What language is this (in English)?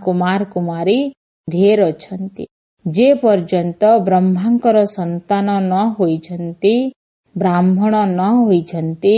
Odia